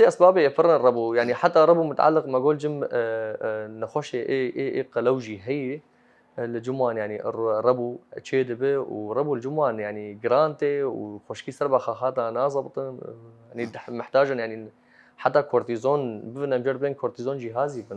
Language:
Kurdish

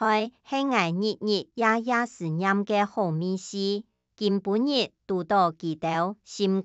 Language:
Hakka Chinese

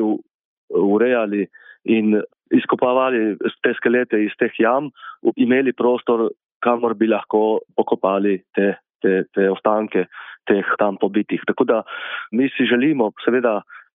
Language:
Slovenian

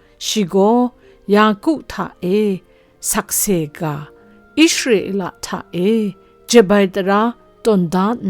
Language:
Kachin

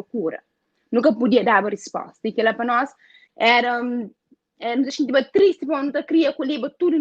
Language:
Kabuverdianu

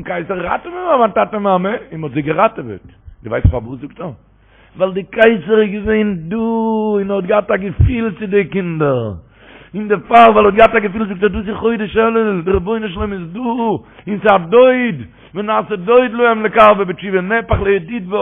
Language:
Yiddish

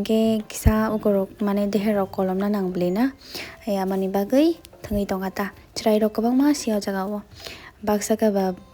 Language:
Kok Borok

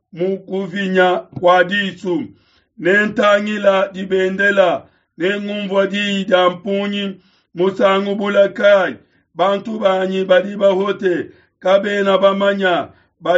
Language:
Luba-Lulua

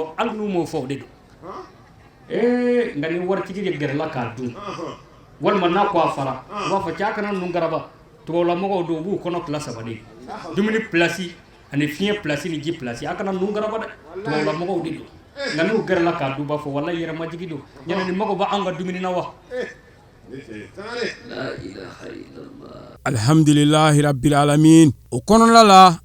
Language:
Bambara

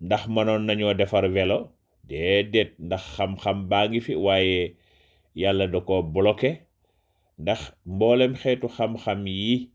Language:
Wolof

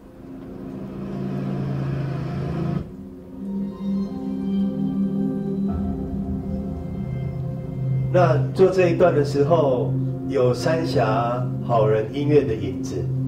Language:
Chinese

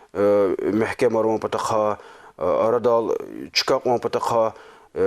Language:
Lezghian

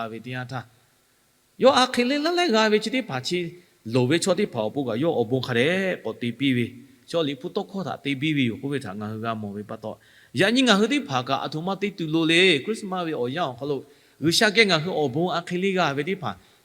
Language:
Lahu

